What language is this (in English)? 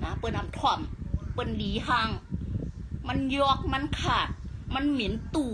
Shan